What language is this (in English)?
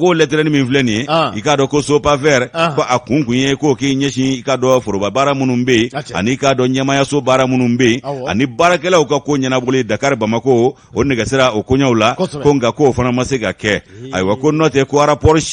Bambara